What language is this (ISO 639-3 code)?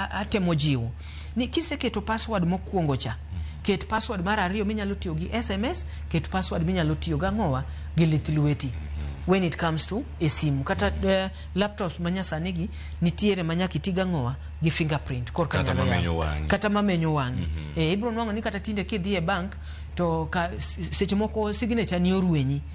luo